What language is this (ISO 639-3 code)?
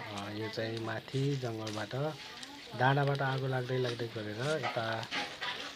nep